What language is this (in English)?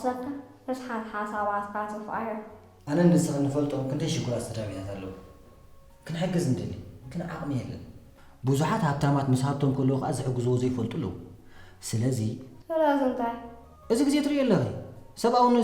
Tigrinya